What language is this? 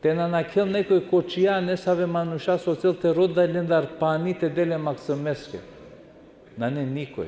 Balkan Romani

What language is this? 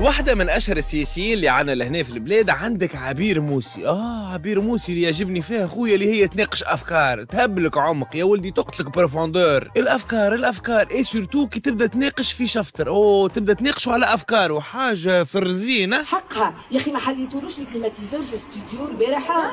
Tunisian Arabic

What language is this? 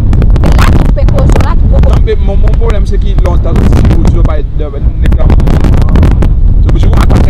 Seselwa Creole French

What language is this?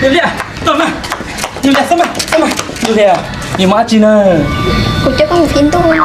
Hmong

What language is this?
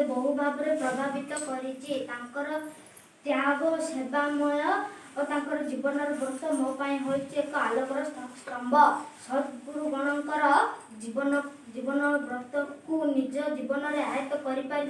Odia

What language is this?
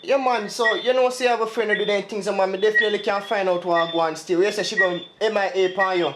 Jamaican Creole English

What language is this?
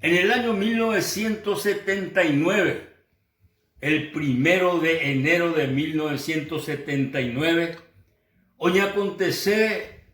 Guarani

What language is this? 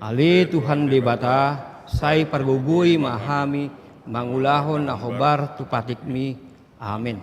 Batak Toba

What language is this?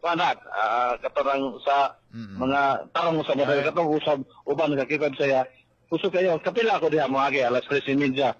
Cebuano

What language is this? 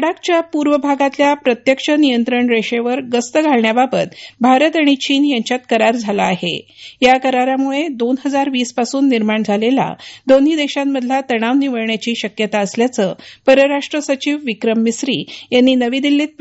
Marathi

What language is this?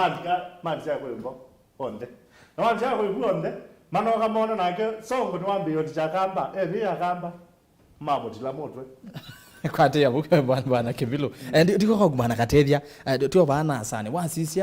Kamba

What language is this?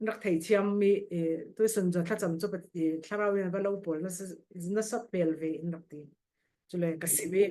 Falam Chin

